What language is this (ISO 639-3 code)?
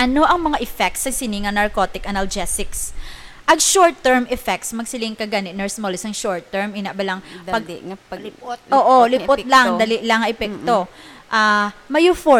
hil